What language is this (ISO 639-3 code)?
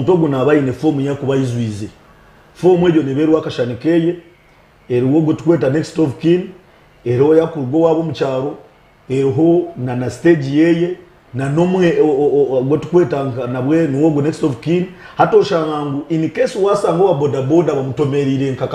nyn